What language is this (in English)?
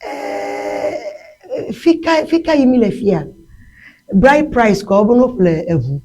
Ewe